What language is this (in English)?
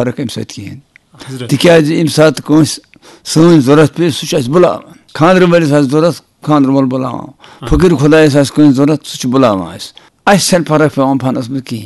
Kashmiri